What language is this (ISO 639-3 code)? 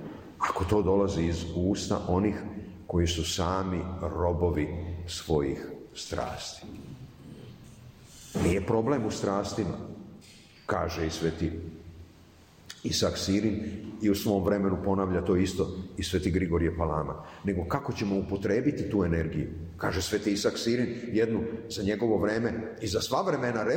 srp